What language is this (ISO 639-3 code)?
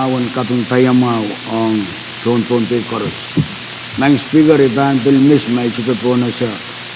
pon